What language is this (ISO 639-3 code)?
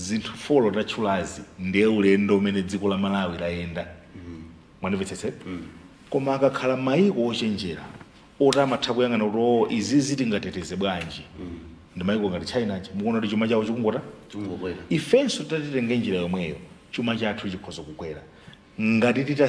nya